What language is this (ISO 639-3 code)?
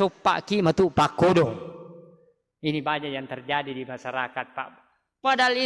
bug